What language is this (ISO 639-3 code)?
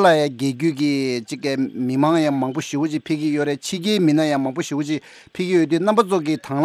bod